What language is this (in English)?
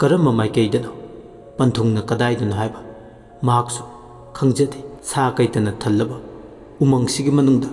Manipuri